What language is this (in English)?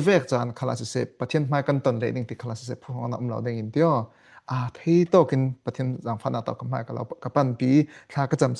Falam Chin